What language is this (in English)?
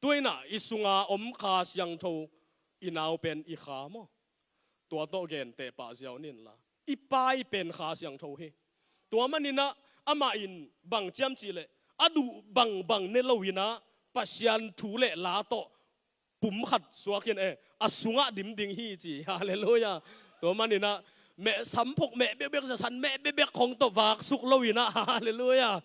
Tedim Chin